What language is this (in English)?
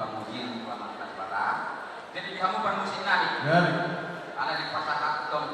Batak Toba